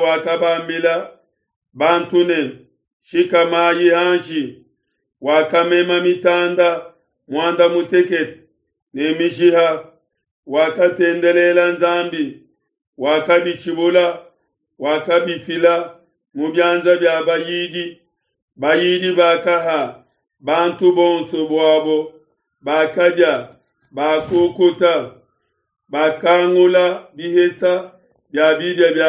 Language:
Luba-Lulua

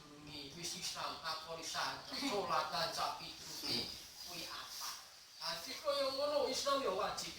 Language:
Javanese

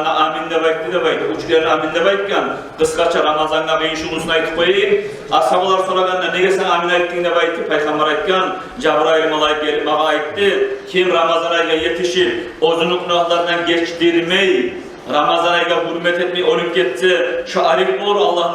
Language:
Kumyk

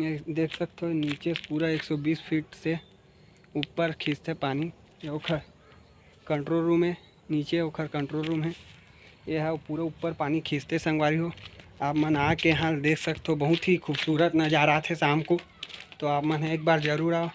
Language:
Chhattisgarhi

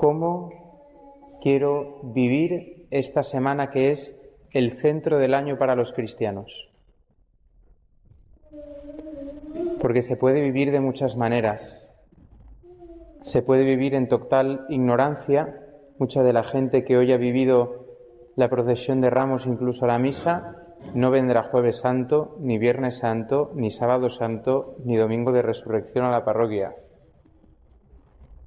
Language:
Spanish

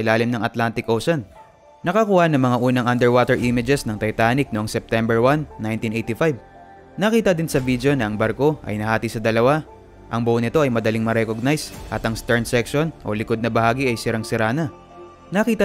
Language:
Filipino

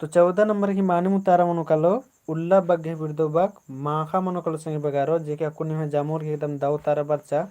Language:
Kurukh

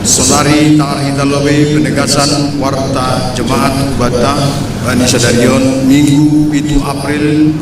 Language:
Batak Simalungun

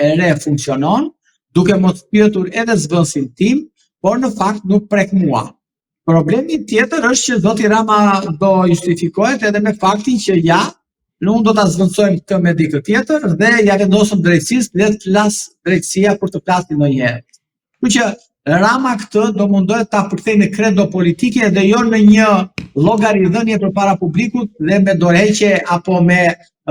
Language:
Albanian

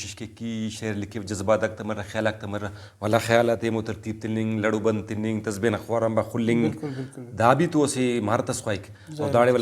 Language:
Brahui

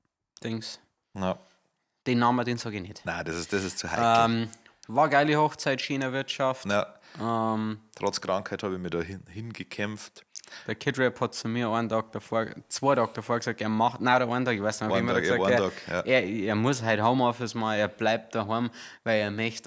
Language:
Bavarian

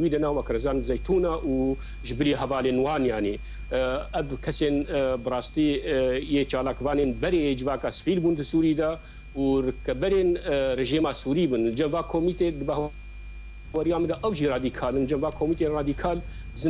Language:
Kurdish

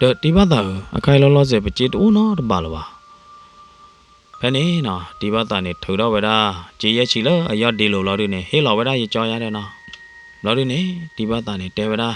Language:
S'gaw Karen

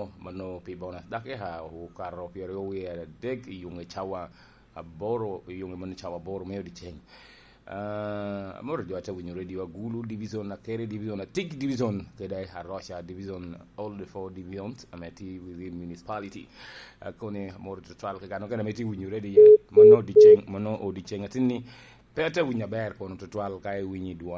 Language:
Lango (Uganda)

